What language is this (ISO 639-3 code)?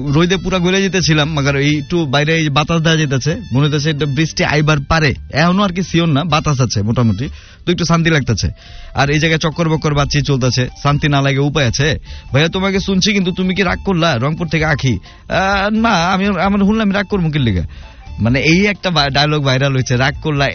ben